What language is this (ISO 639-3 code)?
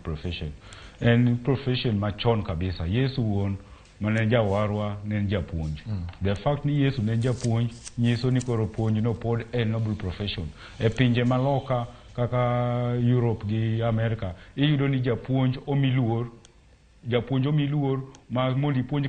luo